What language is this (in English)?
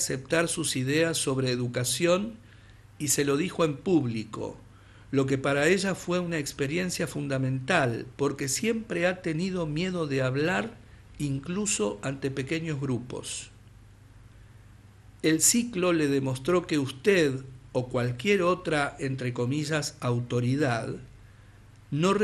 Spanish